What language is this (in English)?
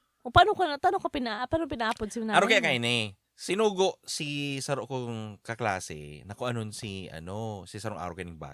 Bikol